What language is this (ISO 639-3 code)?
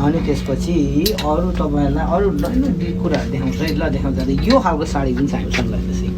nep